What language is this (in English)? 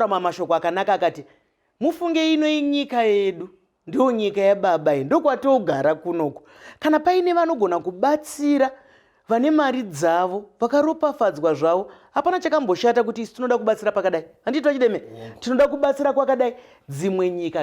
Shona